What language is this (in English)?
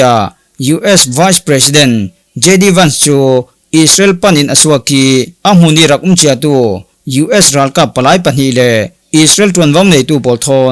Falam Chin